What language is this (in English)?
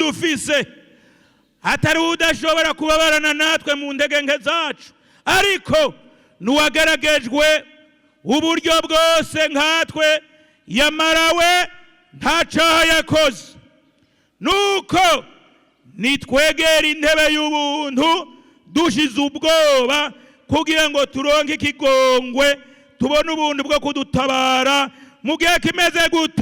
Rundi